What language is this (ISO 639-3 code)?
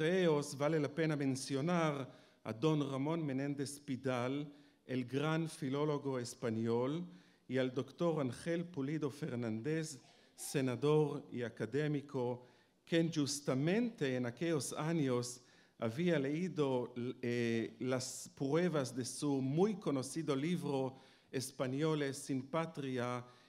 lad